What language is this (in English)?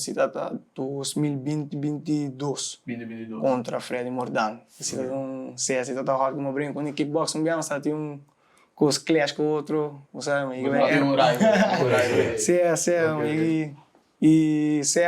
Papiamento